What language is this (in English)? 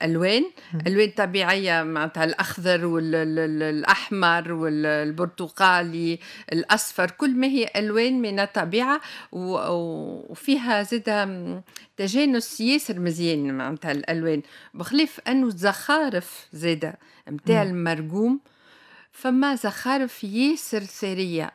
Tunisian Arabic